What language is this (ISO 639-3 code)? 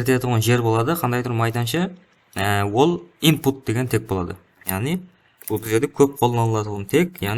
kaa